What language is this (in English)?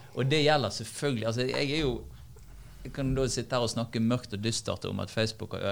Norwegian